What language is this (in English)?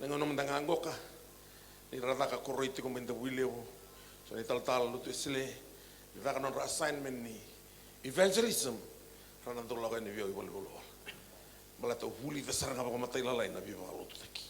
Fijian